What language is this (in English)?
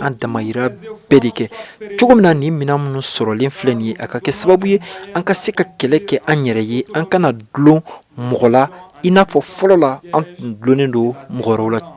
Bambara